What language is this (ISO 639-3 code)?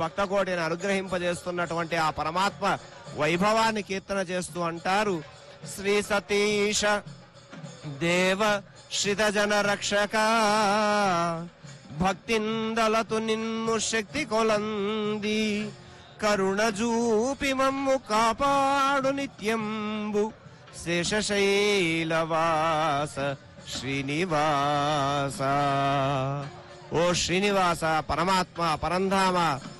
tel